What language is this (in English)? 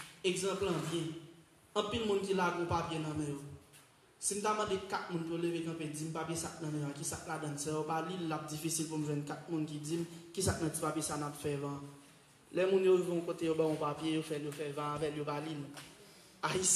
Haitian Creole